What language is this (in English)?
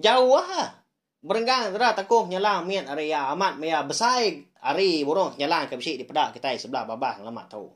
Iban